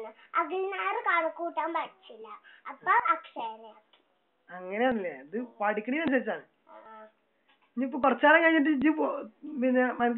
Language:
Malayalam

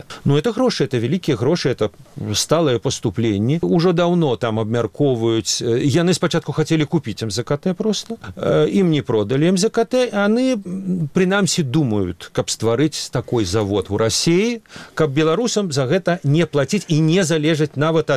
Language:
Belarusian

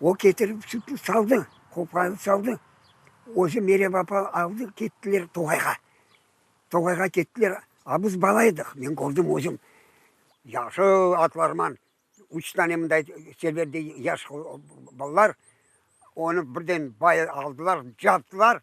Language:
Crimean Tatar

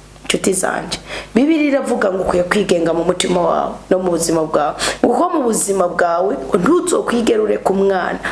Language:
Rundi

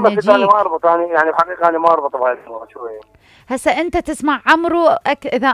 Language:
Mesopotamian Arabic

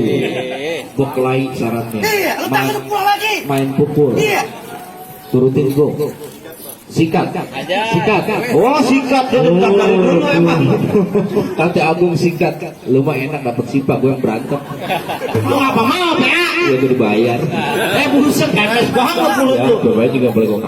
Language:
Betawi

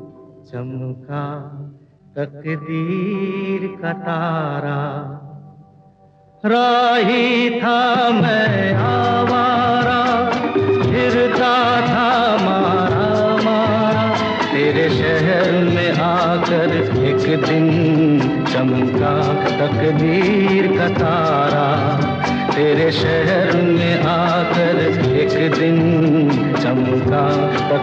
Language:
Hindi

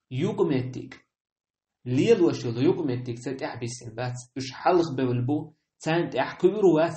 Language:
Chechen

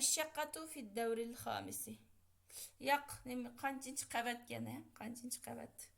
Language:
Uyghur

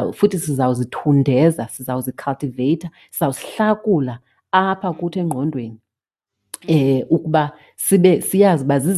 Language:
Xhosa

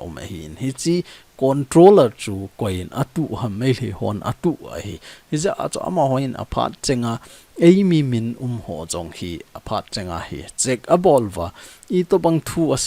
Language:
Thado Chin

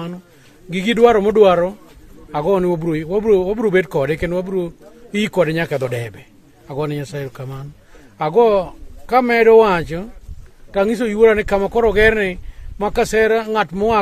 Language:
Luo (Kenya and Tanzania)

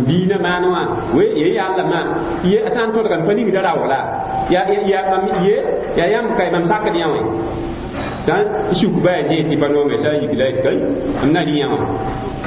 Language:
Mossi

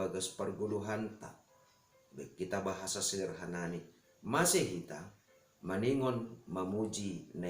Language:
Batak Simalungun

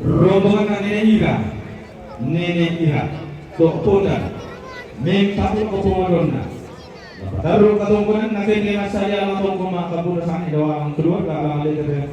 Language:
Toraja-Sa'dan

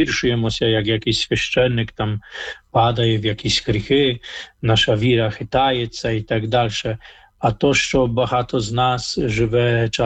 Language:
Ukrainian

